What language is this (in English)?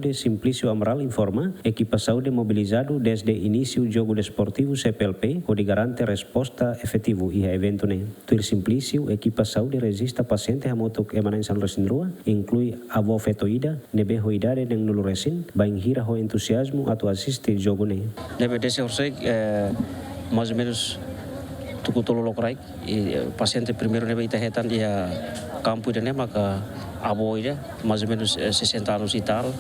Tetum